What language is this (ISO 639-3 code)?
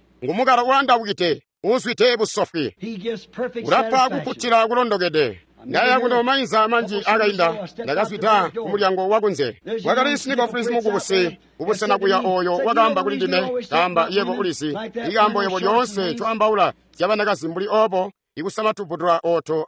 toi